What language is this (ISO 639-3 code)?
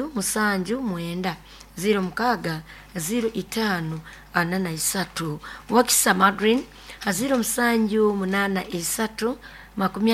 nyo